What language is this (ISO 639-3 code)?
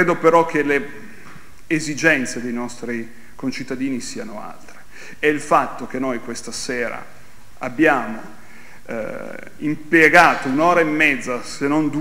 ita